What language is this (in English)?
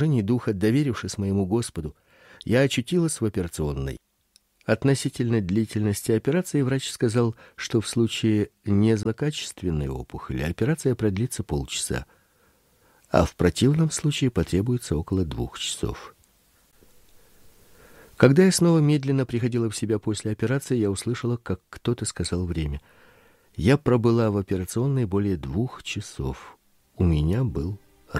Russian